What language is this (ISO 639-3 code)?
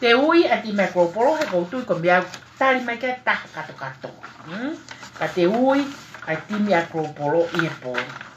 ton